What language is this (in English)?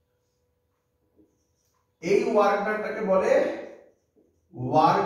Bangla